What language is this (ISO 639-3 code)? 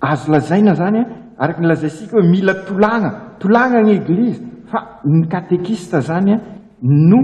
mlg